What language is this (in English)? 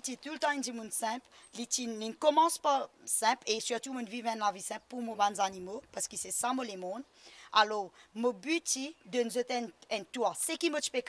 Morisyen